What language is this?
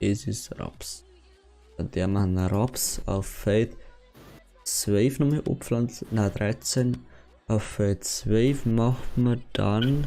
Bavarian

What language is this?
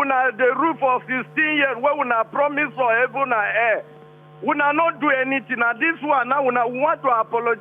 Nigerian Pidgin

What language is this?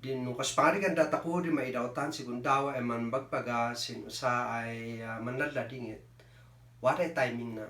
Kankanaey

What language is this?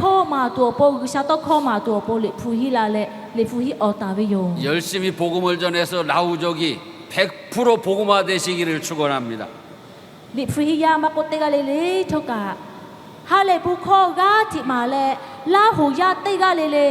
Lahu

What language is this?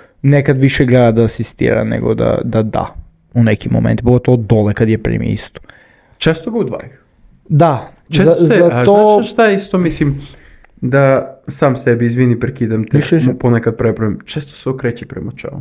Serbian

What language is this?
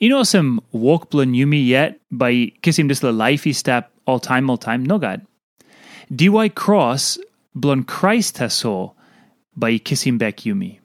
Tok Pisin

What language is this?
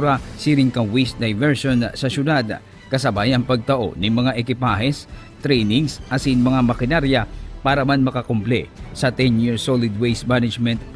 Bikol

